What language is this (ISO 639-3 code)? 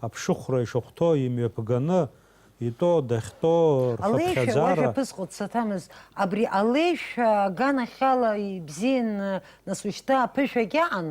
abk